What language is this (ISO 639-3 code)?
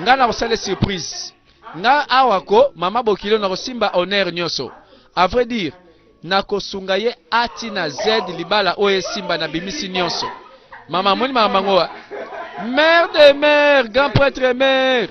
lin